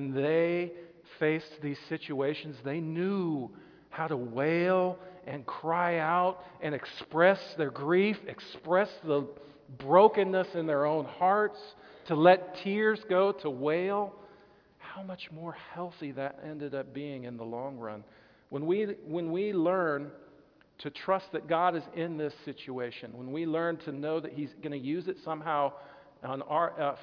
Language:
English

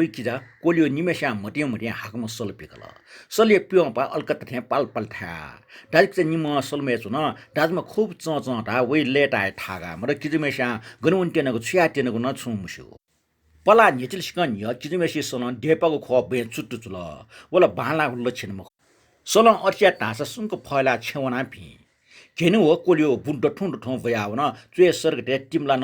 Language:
Newari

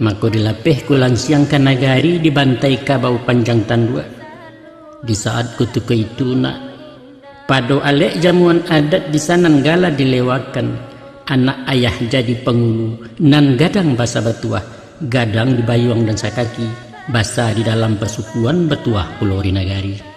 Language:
Minangkabau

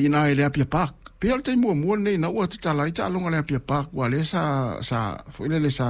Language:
Samoan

